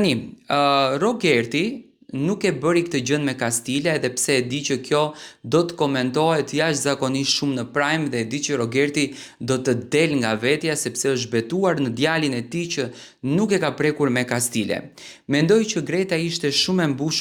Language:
Albanian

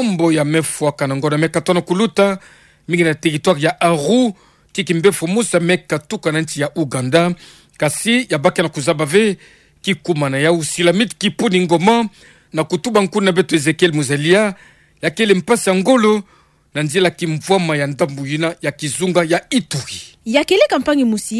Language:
Kituba (Democratic Republic of Congo)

